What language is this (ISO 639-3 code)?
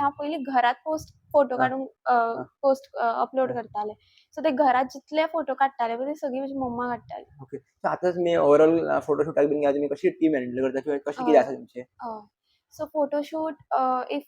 kok